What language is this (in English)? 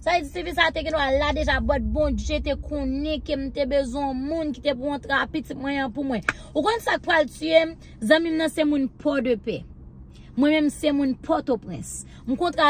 Haitian Creole